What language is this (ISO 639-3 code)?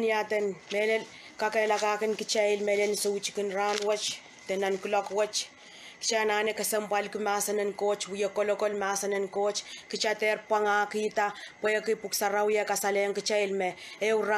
pon